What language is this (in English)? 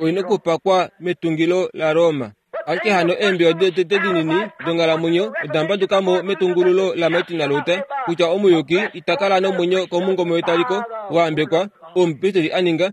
Kuanyama